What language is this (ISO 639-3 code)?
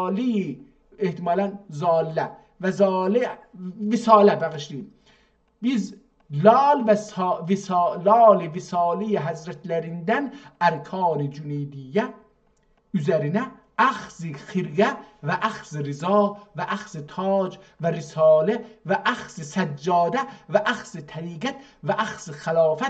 azb